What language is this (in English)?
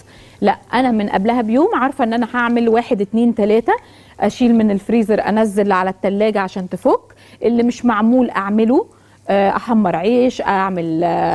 Egyptian Arabic